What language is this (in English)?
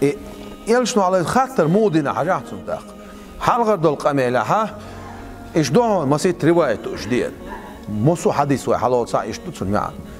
Chechen